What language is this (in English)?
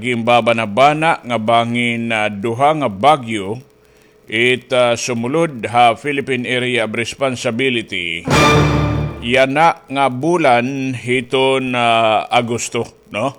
Waray